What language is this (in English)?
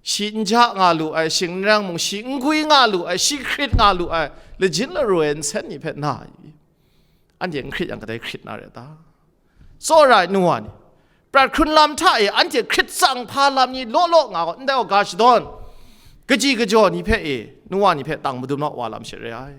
Kachin